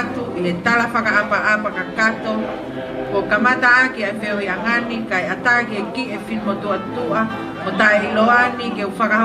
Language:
Tongan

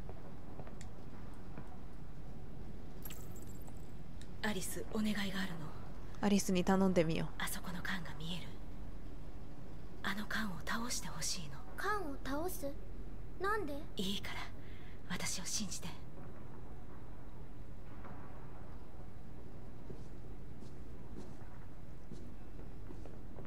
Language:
Japanese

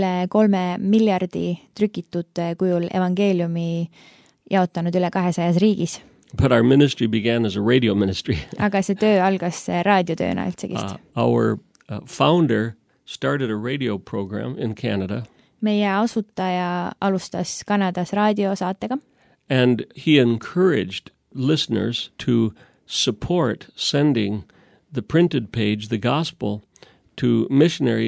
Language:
Estonian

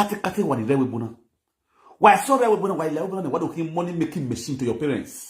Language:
Nigerian Pidgin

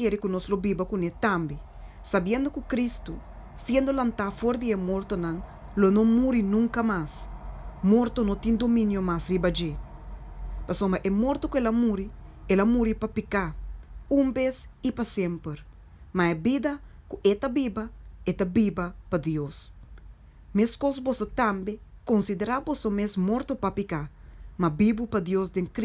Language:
Papiamento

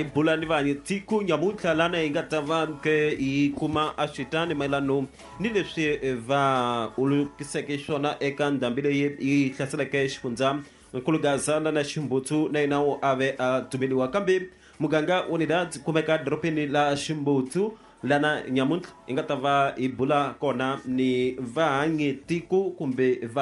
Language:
Tsonga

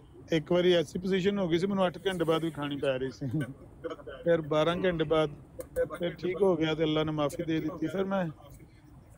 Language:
Punjabi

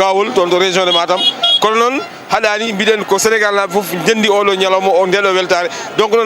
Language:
Fula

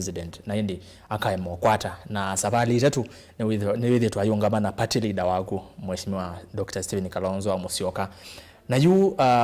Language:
Kamba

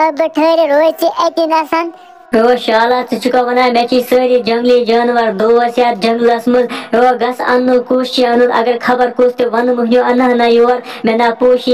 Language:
Kashmiri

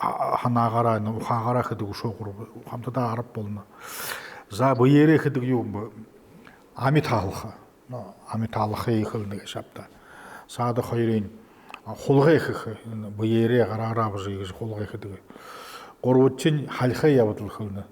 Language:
Buriat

